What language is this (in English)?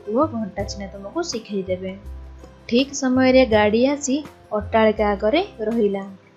Odia